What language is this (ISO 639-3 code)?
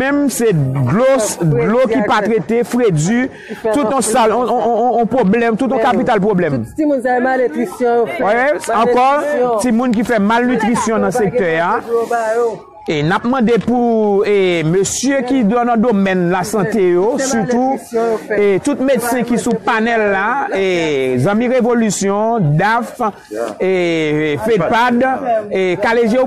hat